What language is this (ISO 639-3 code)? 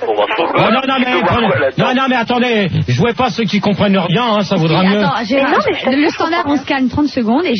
fra